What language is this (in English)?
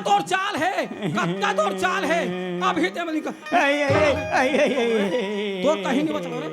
Chhattisgarhi